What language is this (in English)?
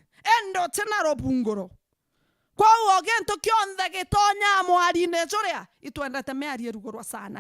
Meru